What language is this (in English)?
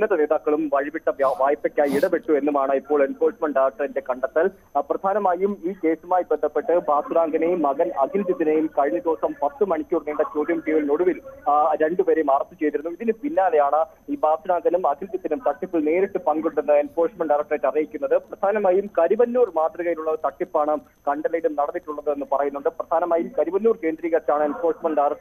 Malayalam